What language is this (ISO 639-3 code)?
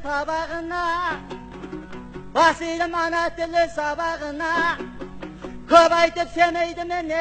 kaz